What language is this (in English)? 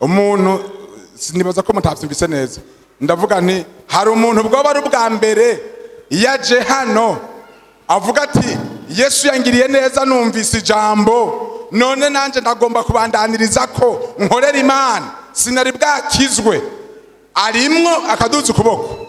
Rundi